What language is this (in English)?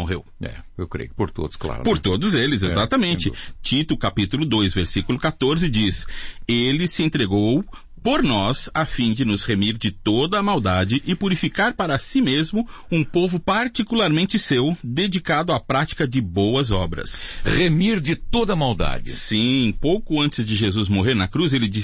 Portuguese